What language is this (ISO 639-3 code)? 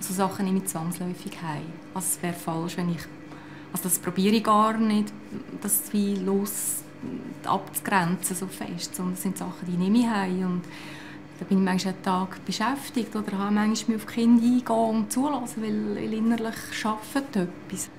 gsw